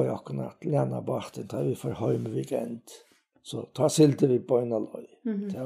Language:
Faroese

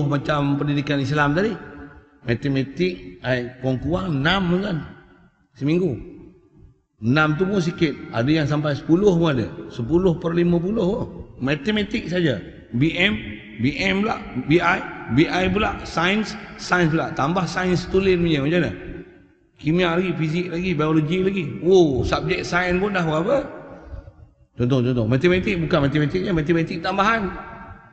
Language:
Malay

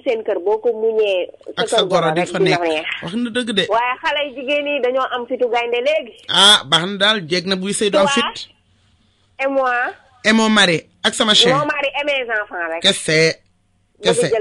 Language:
Wolof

